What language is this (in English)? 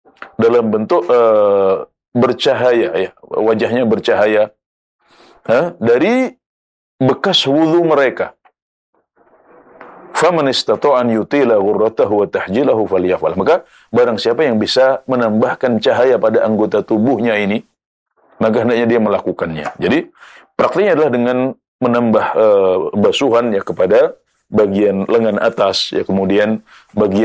Indonesian